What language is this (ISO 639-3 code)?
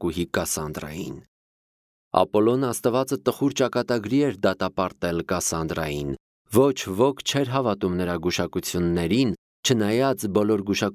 hye